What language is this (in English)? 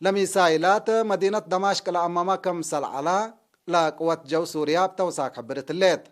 Tigre